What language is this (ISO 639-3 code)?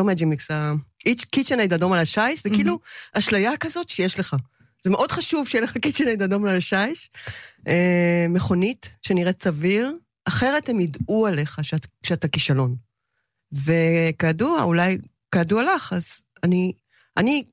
heb